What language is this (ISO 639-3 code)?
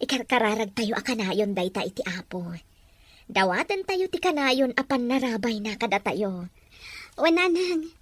ilo